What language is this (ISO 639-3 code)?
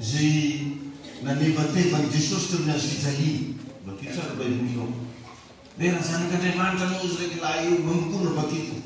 mlg